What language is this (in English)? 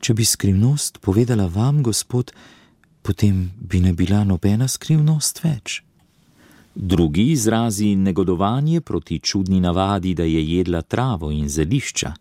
Slovenian